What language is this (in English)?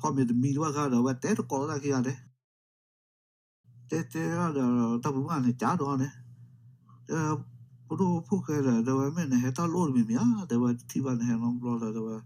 S'gaw Karen